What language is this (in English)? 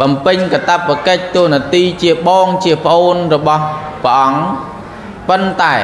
Khmer